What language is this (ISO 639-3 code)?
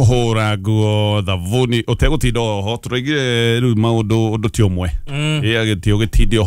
kik